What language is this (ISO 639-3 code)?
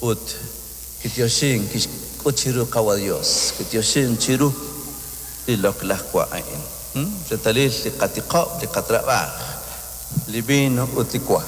kek